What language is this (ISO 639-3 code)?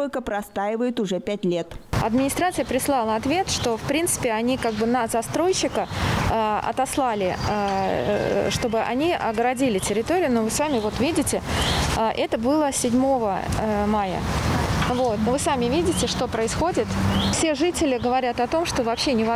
rus